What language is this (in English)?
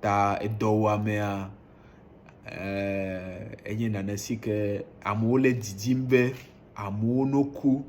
Ewe